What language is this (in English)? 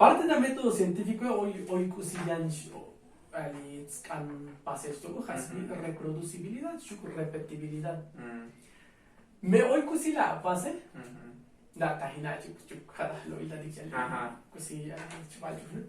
Tzotzil